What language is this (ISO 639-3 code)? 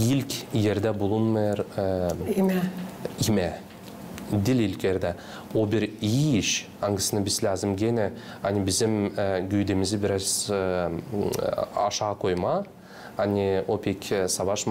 gag